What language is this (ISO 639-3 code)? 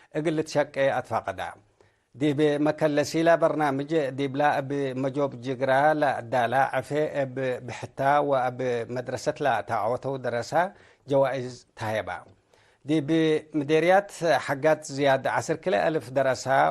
tig